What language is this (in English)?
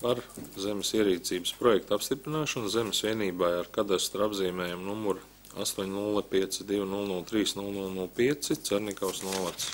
Latvian